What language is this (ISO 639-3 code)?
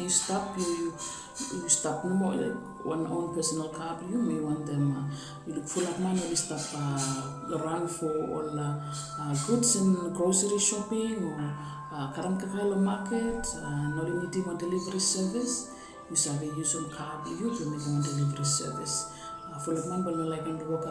bis